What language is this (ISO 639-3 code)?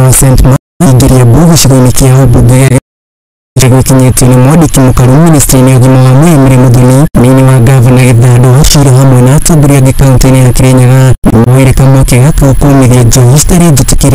kik